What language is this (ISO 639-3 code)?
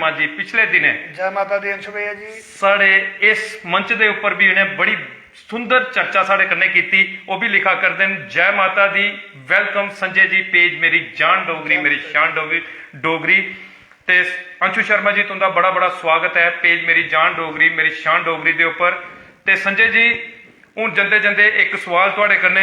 doi